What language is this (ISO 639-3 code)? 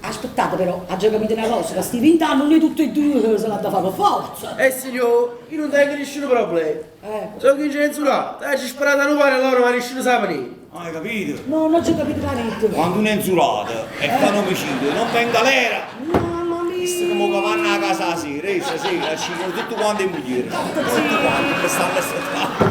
nap